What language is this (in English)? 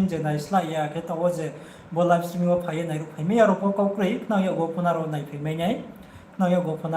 Riang (India)